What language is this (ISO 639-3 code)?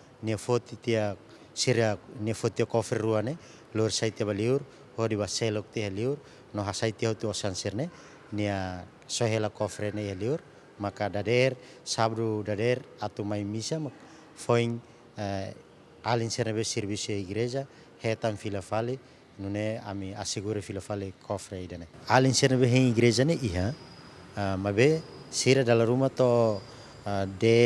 tet